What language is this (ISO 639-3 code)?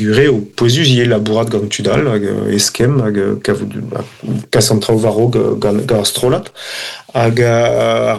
bre